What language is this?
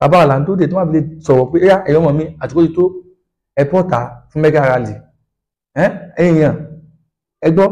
Yoruba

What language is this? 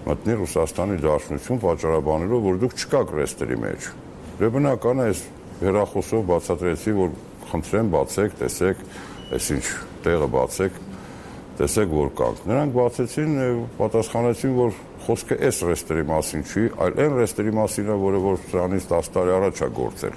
Armenian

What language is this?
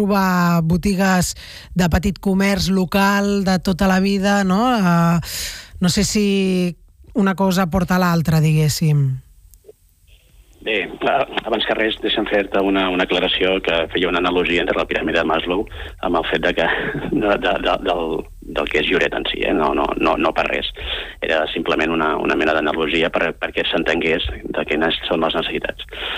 Catalan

